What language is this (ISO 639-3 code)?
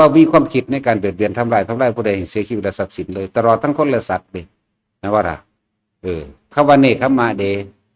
tts